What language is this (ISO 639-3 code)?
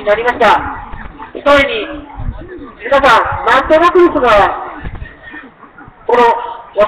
jpn